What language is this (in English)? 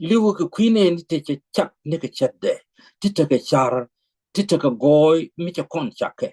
Nuer